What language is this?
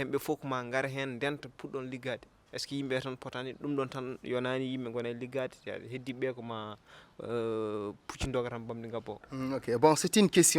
Fula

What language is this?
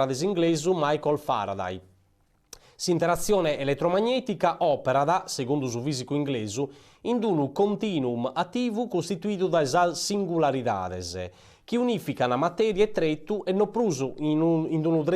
Sardinian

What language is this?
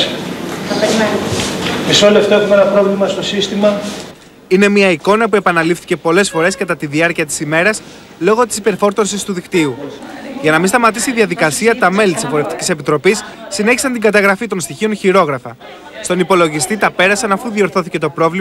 Greek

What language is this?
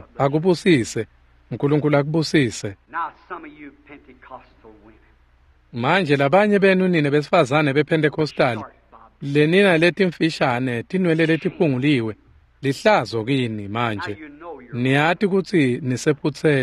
Swati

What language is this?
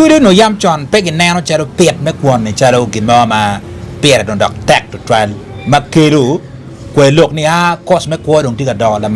Acoli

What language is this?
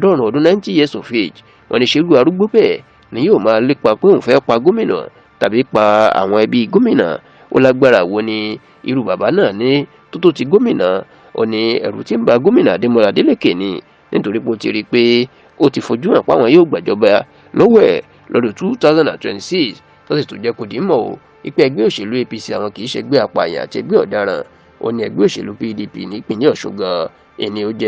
Yoruba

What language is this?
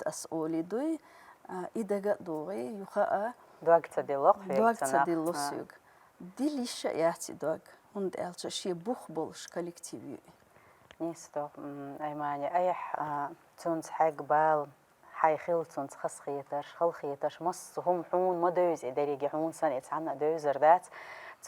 Chechen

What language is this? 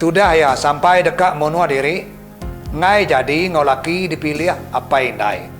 Iban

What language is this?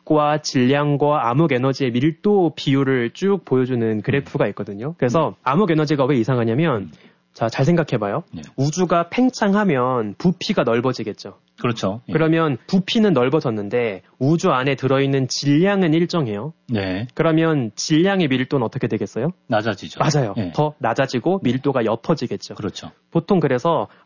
Korean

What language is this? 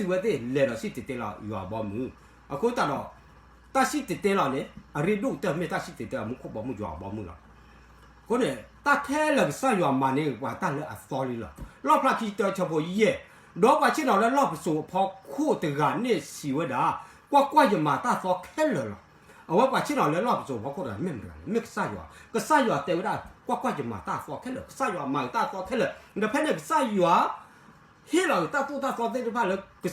S'gaw Karen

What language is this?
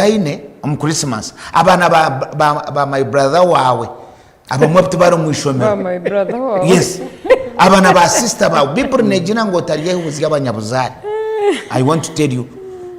Nyankole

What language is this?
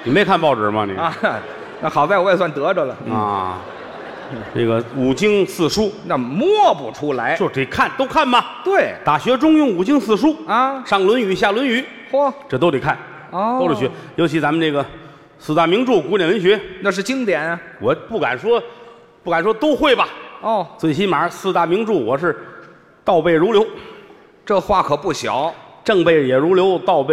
Chinese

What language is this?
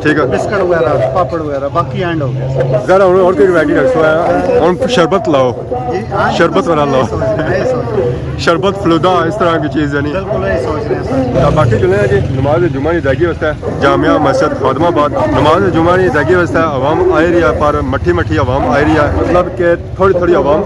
Pahari-Potwari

